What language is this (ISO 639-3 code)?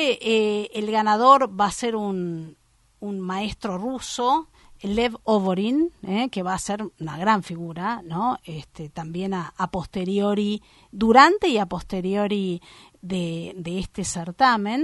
spa